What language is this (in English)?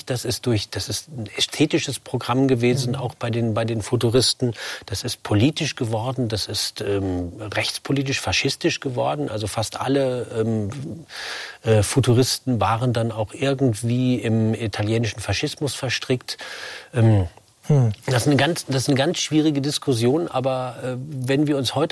German